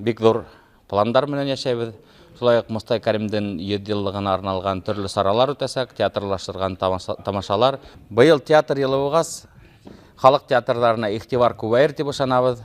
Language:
Bashkir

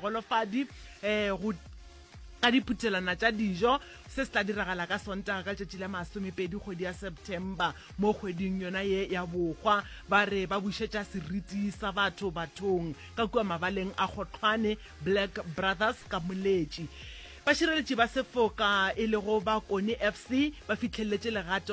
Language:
Northern Sotho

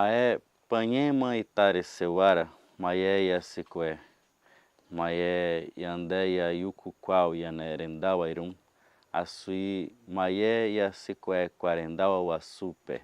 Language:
Nheengatu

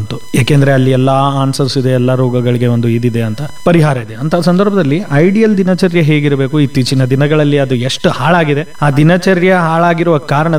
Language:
Kannada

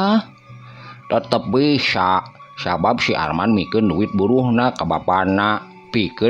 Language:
Sundanese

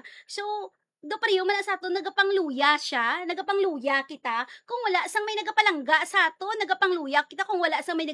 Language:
Hiligaynon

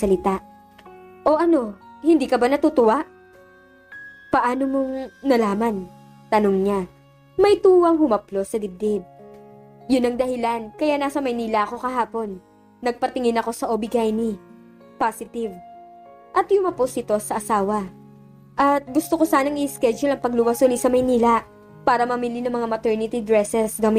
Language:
Filipino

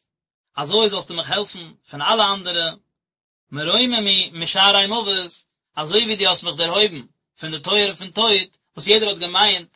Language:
Yiddish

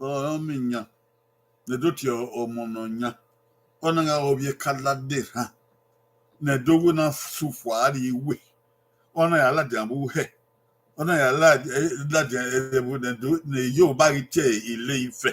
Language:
Bini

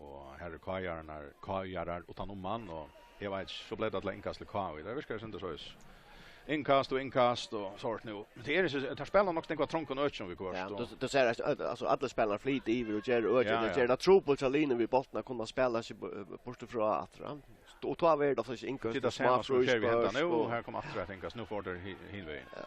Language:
Faroese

